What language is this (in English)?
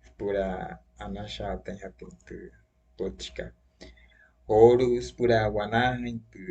Wayuu